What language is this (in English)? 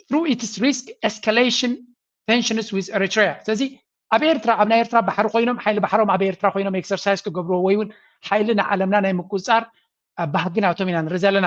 Tigrinya